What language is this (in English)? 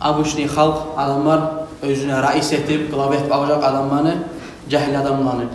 Kumyk